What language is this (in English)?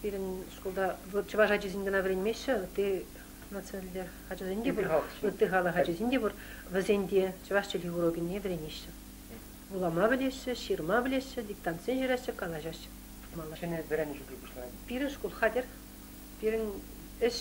Chuvash